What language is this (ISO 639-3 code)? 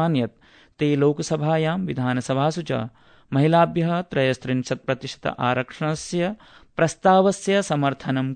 san